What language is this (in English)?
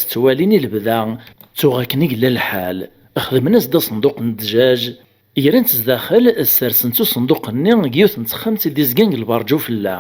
Kabyle